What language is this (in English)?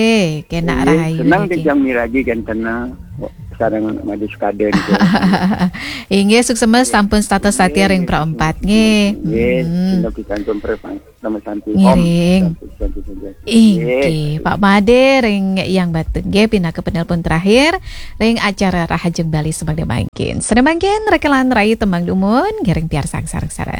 Balinese